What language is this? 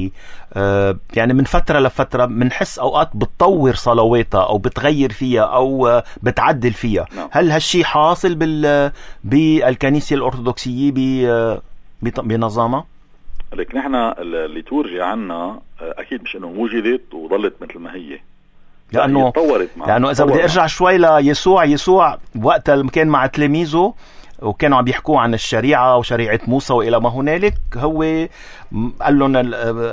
North Levantine Arabic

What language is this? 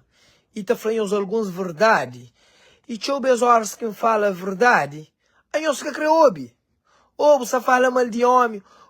Kabuverdianu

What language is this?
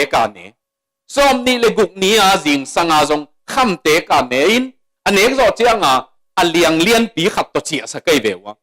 Tedim Chin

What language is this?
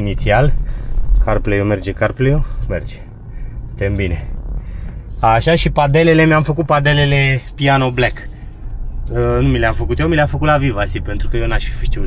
Romanian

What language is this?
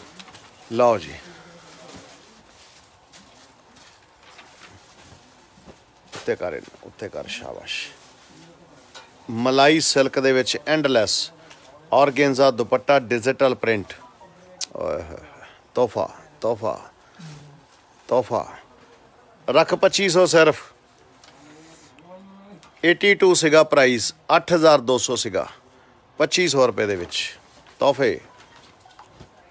Punjabi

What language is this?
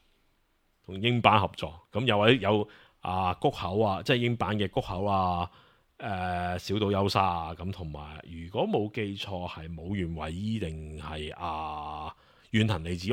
Cantonese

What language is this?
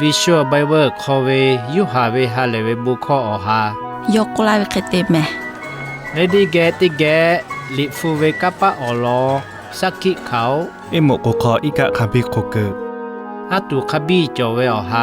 Lahu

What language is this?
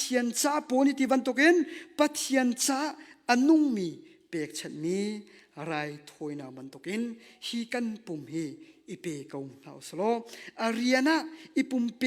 Hakha Chin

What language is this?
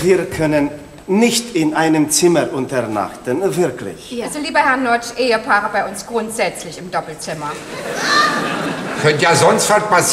German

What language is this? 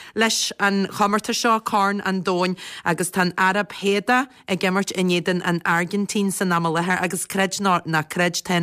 Irish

